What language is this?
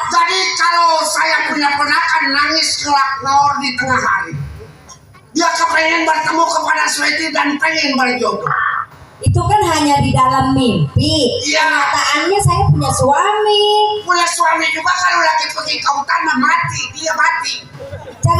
Betawi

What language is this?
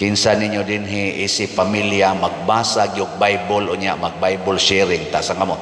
Cebuano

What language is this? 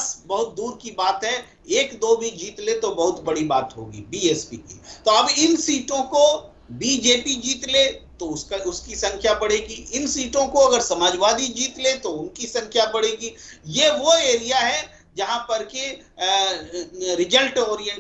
Hindi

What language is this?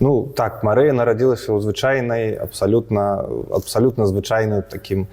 Belarusian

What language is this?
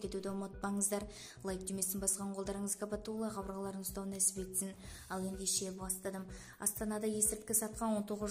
Kazakh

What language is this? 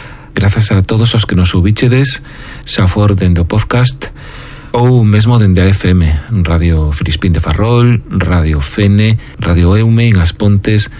Galician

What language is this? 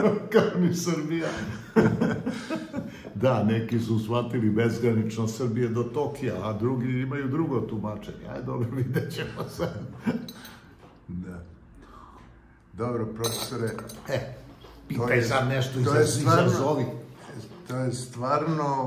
Serbian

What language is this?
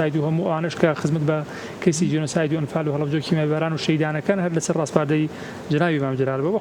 Central Kurdish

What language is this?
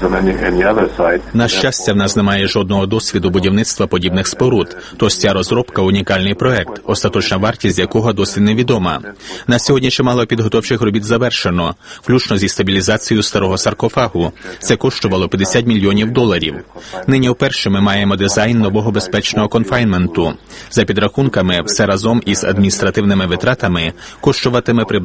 Ukrainian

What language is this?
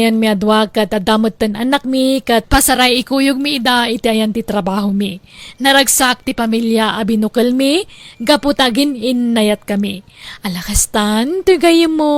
Iloko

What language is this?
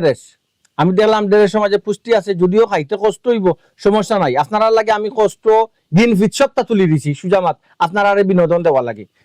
Sylheti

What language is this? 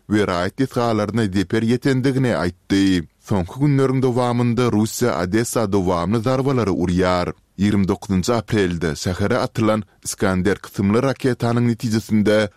Turkmen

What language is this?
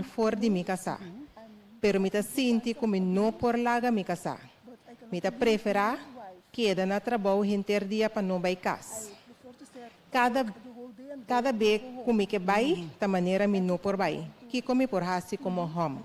Papiamento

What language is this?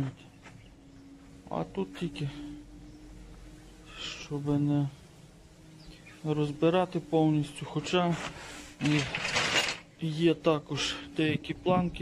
Ukrainian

